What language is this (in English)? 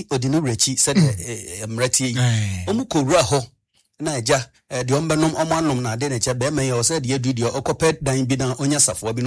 Akan